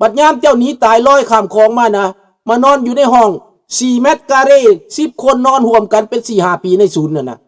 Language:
Lao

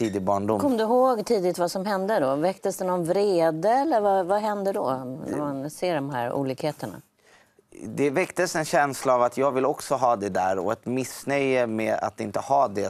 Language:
Swedish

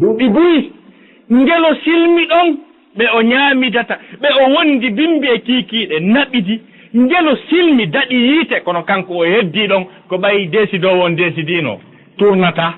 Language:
Fula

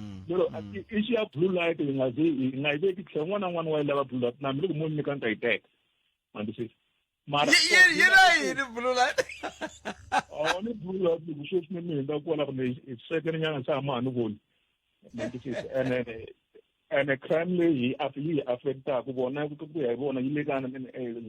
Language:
Tsonga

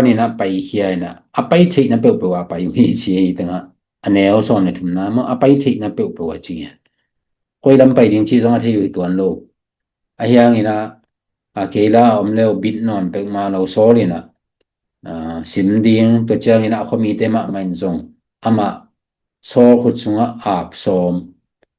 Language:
Tedim Chin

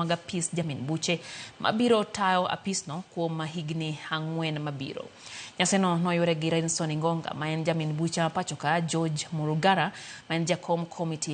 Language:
Luo (Kenya and Tanzania)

